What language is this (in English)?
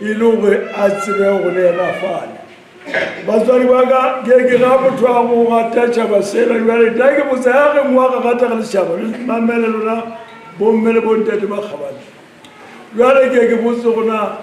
Southern Sotho